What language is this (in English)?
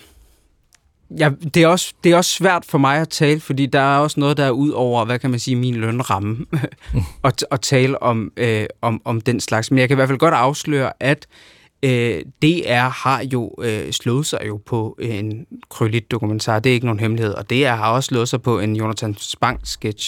Danish